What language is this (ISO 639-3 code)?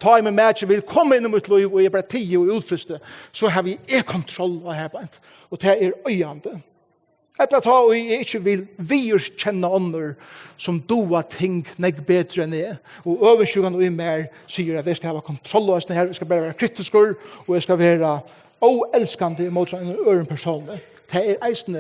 fao